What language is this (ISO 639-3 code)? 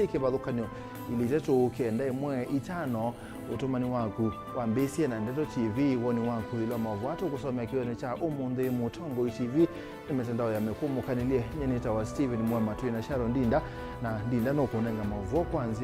kam